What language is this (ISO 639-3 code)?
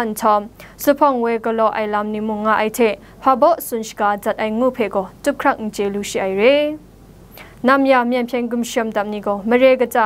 kac